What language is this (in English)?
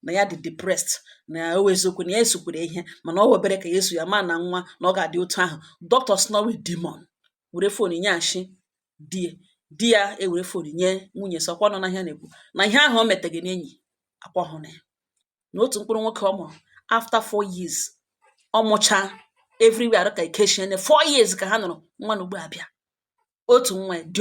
Igbo